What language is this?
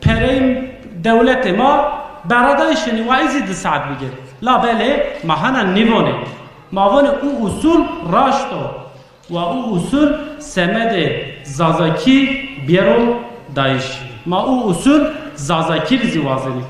Zaza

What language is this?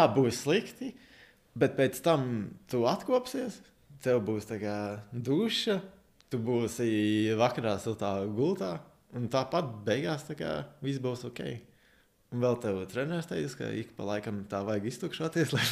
Latvian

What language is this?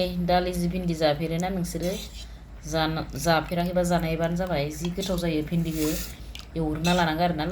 Bodo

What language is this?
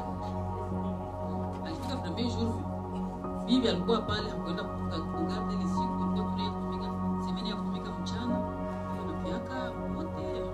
Swahili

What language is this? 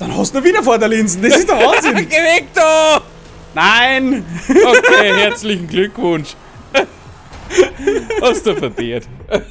Bavarian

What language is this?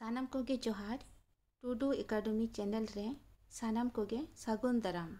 Santali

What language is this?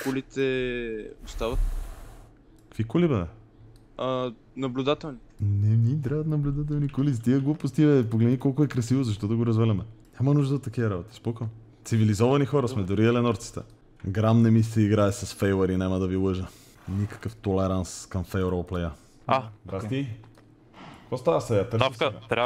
Bulgarian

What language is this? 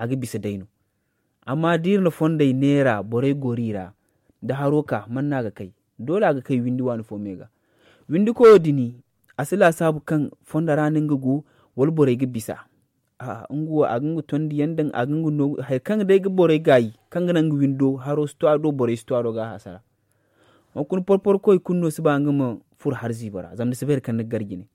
Zarma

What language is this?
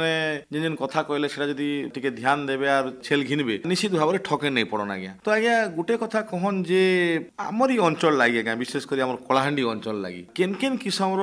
Odia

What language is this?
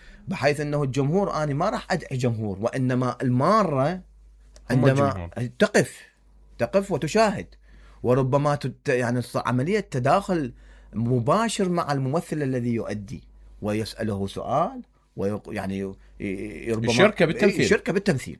Mesopotamian Arabic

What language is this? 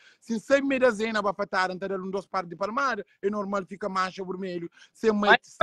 Kabuverdianu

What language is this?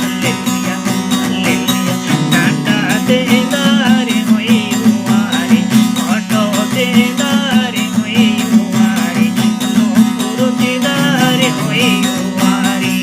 Santali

